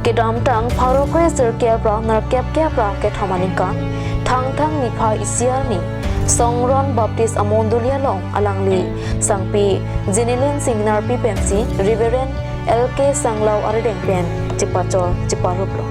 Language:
Karbi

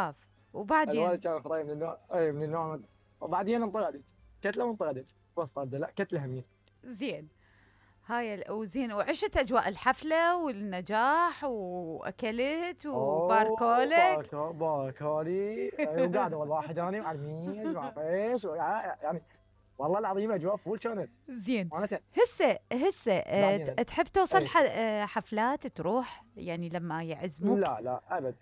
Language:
Mesopotamian Arabic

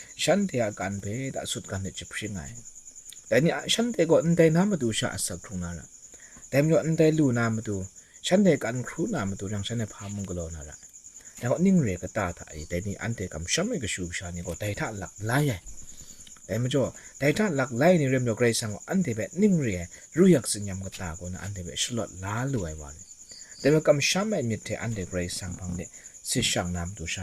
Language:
Kachin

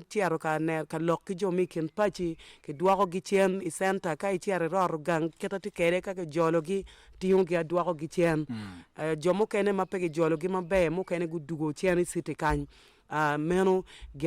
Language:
Acoli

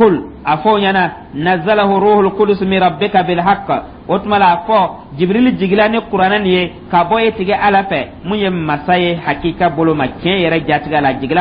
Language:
Dyula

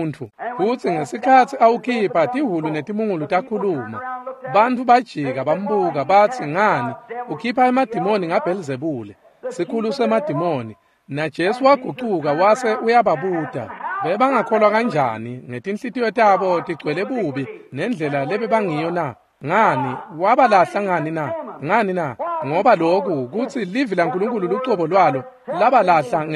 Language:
Swati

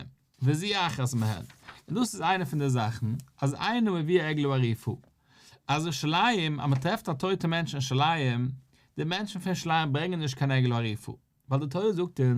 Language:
Yiddish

